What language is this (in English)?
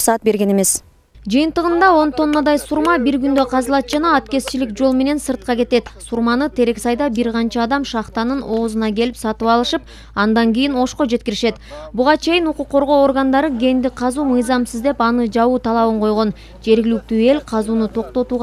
Kyrgyz